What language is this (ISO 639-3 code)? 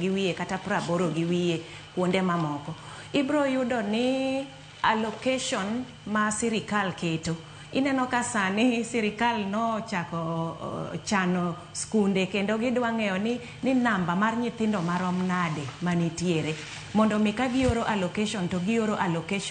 luo